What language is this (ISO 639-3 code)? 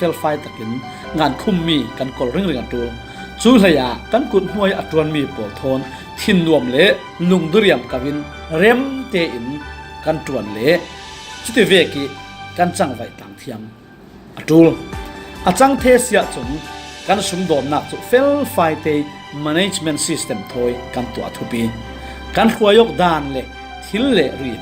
cfm